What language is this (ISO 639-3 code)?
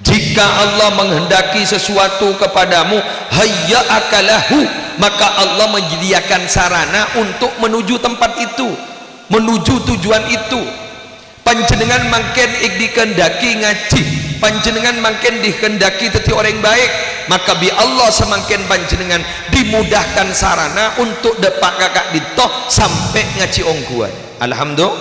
mad